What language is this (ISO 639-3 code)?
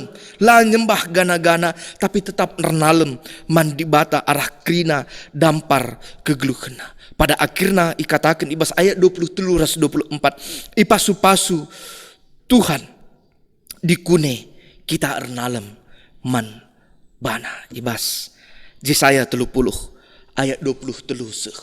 btx